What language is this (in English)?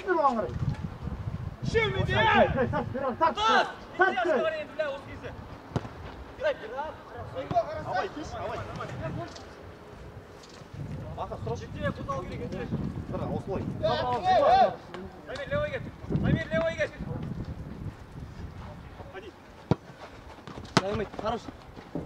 Kazakh